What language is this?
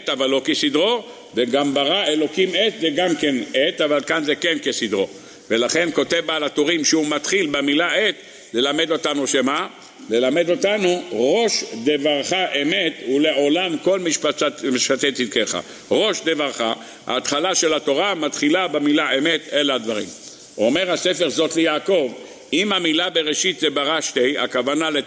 Hebrew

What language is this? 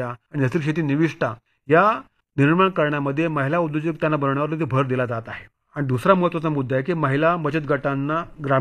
Marathi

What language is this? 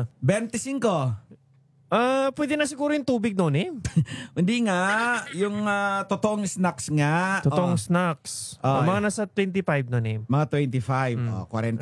Filipino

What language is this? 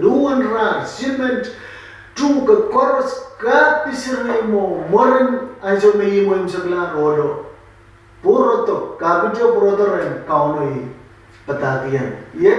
Pohnpeian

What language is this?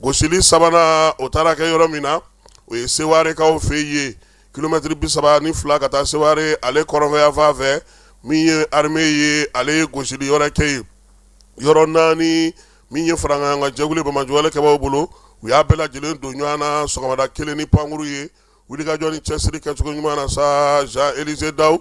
Bambara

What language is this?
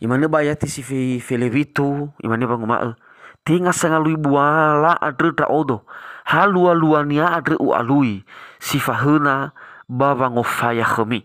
Nias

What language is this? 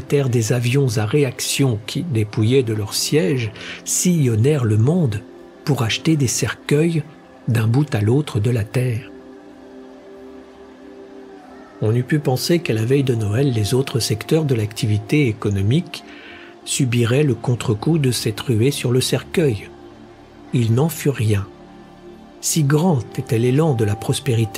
French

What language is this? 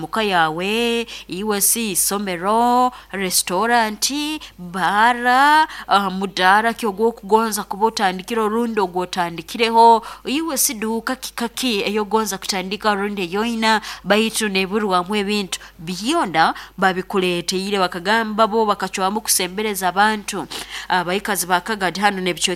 Nyoro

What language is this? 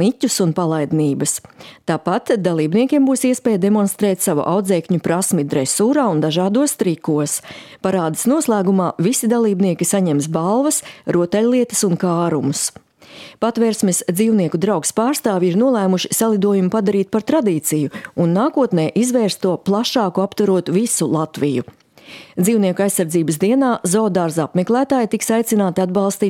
Latvian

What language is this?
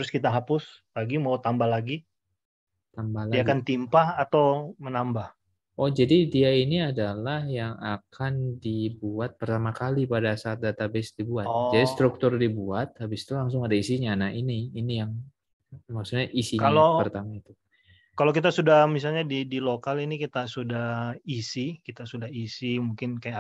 Indonesian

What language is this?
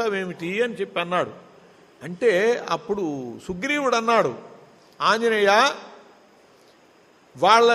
Telugu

